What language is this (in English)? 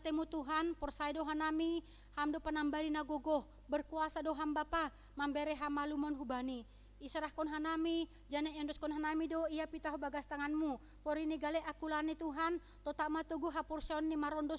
Batak Simalungun